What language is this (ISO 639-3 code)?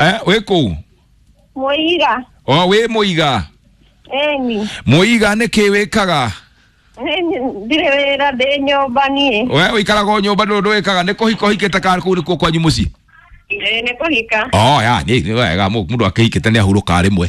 kik